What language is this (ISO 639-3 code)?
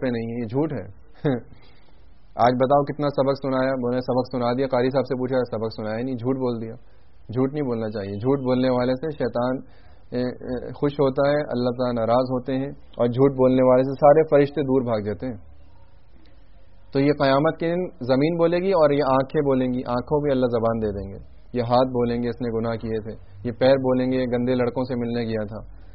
urd